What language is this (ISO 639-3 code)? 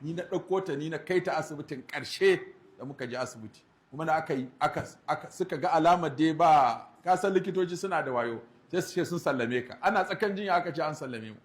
hau